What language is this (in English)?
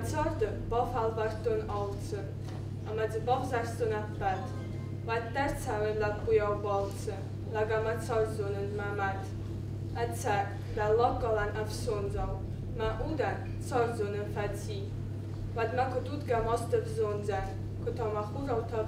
Ossetic